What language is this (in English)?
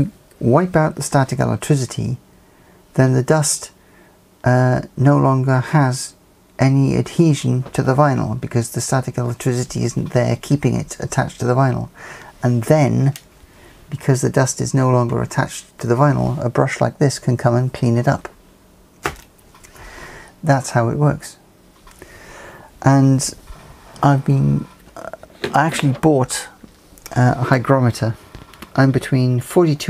English